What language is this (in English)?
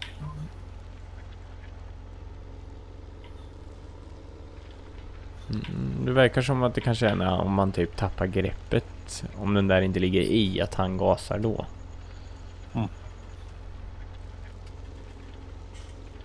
Swedish